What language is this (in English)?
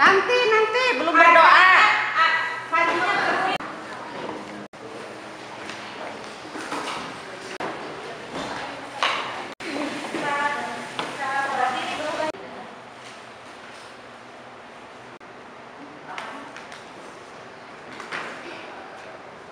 Indonesian